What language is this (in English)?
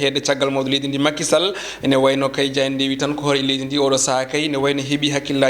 Fula